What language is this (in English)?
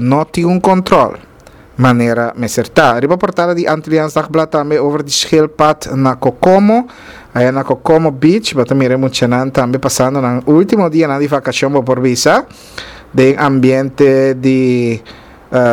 Papiamento